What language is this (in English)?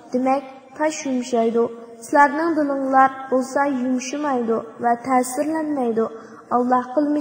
Uyghur